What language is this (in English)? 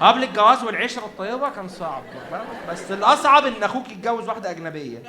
Egyptian Arabic